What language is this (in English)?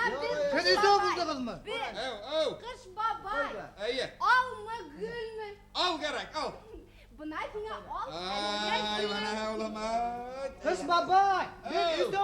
Bashkir